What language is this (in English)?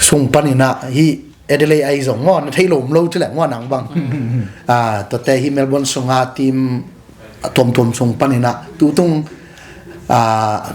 Tedim Chin